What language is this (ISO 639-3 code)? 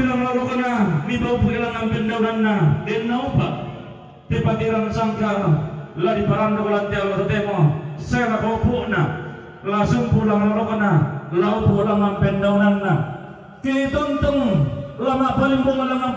sda